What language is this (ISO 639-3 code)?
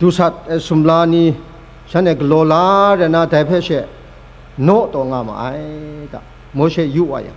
kac